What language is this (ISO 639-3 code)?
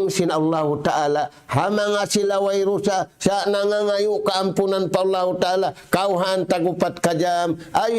tsg